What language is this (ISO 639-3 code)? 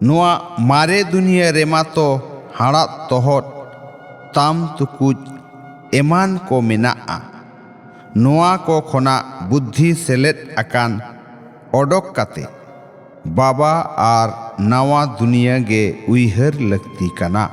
sat